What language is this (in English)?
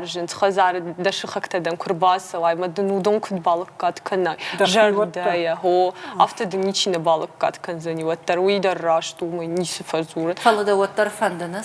Ossetic